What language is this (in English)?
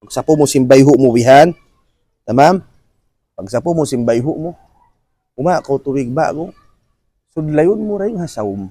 Tausug